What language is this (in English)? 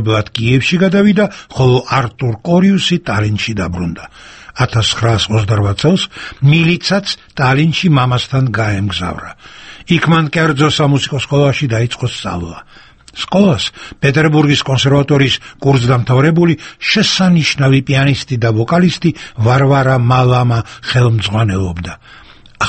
Georgian